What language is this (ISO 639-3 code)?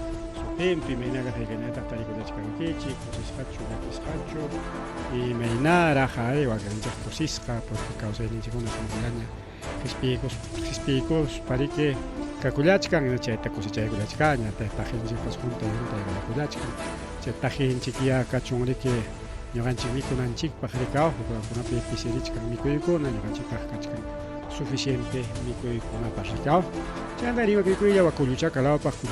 quy